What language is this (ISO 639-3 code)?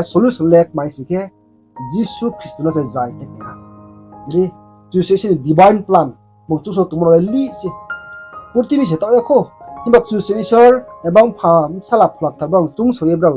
ria